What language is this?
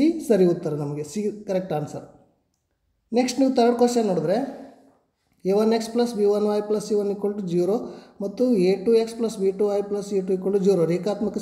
Kannada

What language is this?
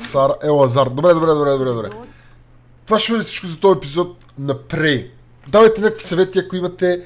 Bulgarian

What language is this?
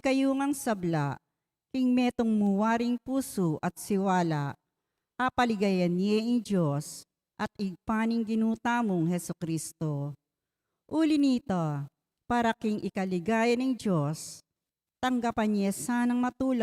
Pampanga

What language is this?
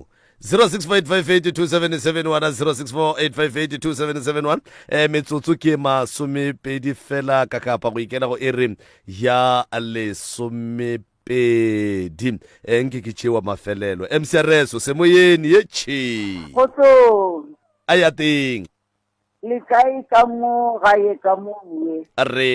Northern Sotho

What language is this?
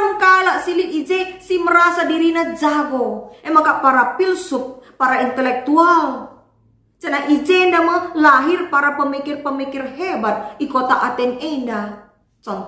Batak Karo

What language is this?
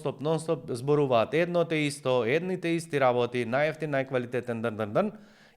Macedonian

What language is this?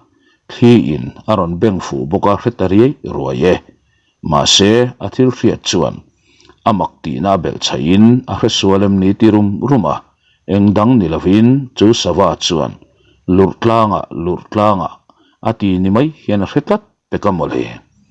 Mizo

